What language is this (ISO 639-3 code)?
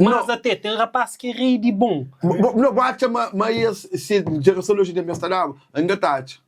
kea